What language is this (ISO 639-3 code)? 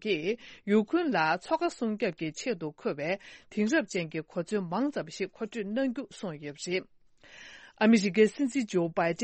bod